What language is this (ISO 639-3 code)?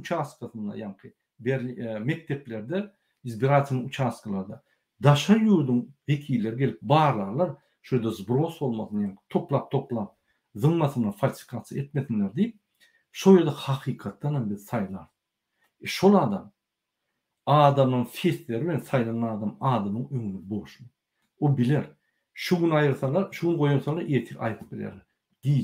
tuk